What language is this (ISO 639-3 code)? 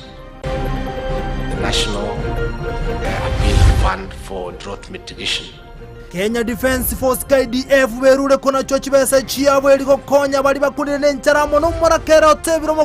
guz